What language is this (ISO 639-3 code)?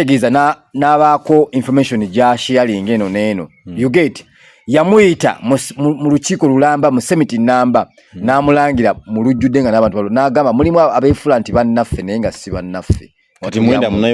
lug